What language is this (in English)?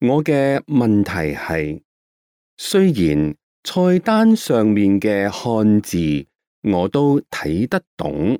Cantonese